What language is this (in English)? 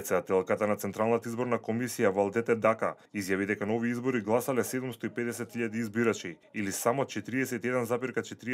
Macedonian